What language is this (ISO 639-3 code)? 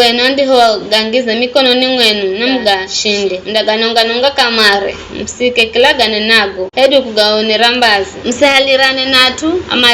nyf